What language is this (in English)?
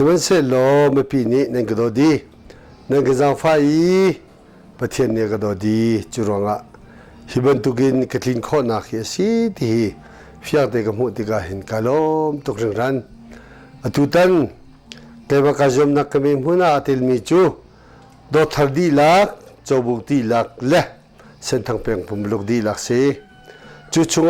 Hakha Chin